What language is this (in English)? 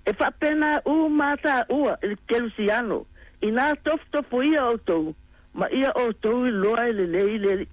Samoan